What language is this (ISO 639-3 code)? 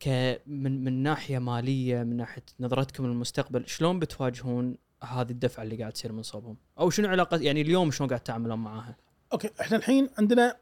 afb